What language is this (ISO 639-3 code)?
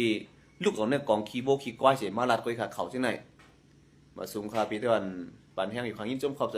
shn